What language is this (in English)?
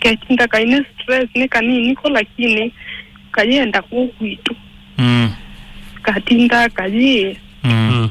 Kamba